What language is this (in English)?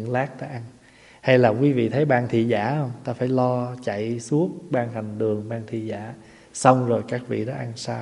Vietnamese